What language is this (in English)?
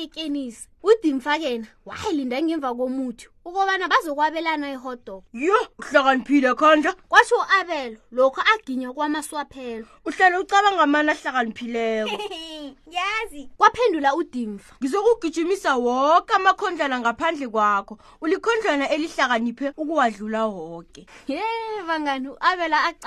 South Ndebele